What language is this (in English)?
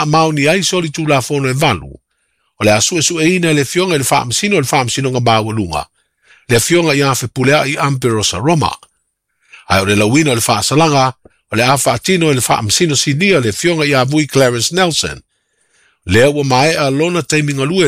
Samoan